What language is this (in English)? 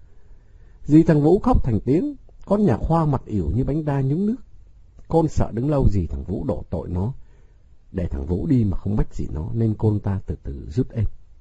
Vietnamese